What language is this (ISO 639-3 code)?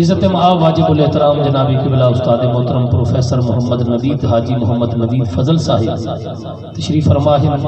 skr